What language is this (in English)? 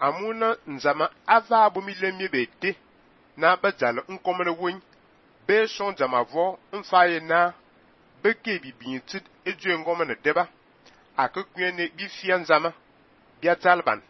Fang